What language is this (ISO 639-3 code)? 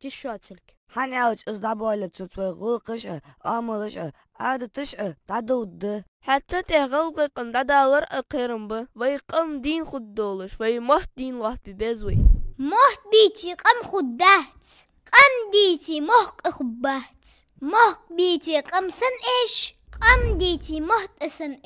inh